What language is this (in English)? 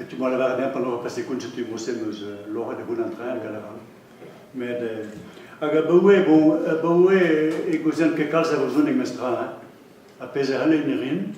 Breton